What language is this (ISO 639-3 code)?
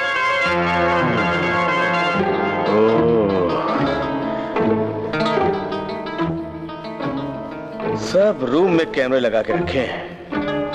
hin